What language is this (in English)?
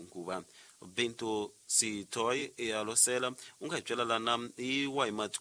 Tsonga